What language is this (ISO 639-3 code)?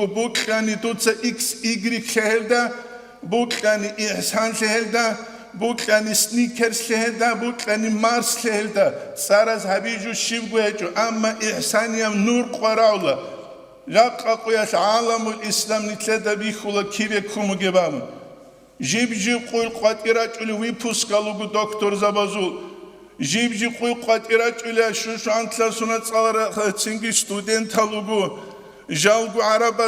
ava